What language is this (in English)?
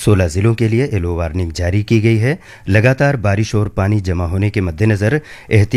Urdu